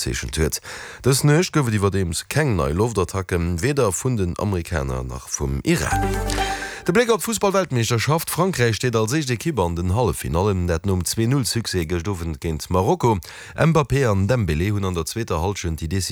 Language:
Luxembourgish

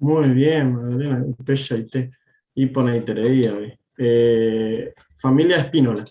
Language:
Guarani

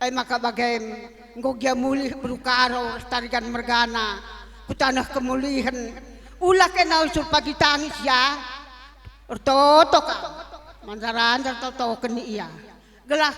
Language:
Batak Karo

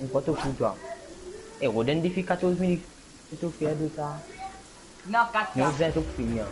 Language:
Morisyen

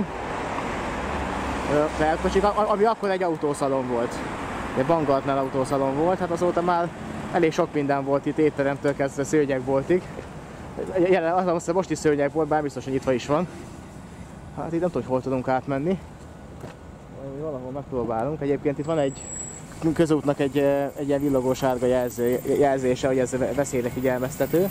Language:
Hungarian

